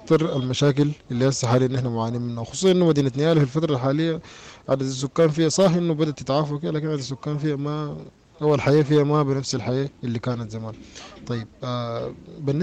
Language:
Sudanese Arabic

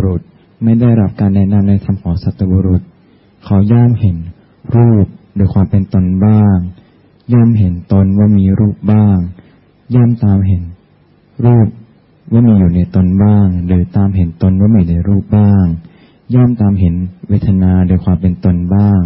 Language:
Thai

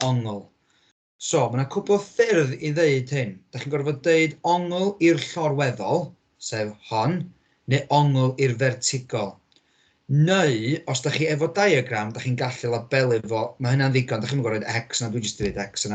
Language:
Welsh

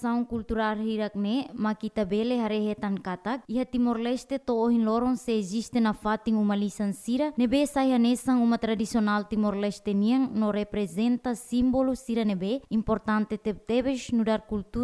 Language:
Tetum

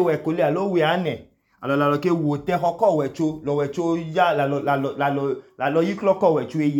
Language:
Idoma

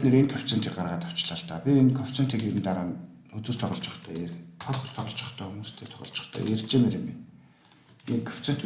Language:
Mongolian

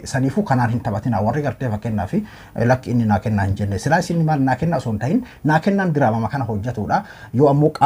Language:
Oromo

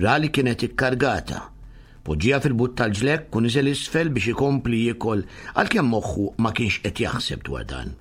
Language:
Maltese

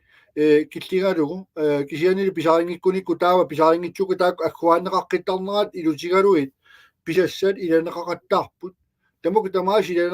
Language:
Kalaallisut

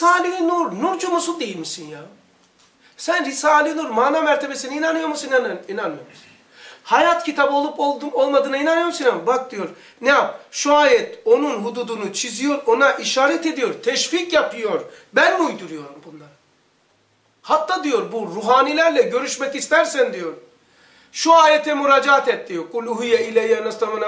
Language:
Turkish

